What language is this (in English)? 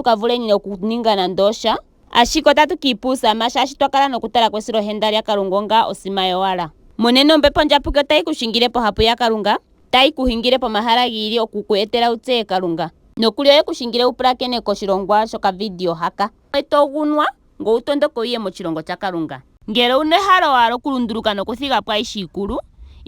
Ndonga